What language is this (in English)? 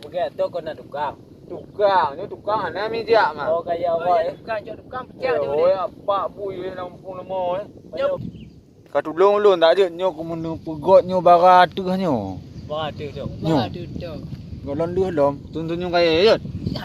Achinese